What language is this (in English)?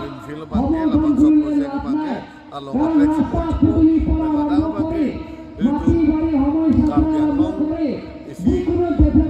Karbi